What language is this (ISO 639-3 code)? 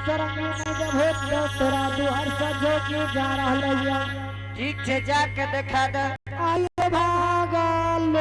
anp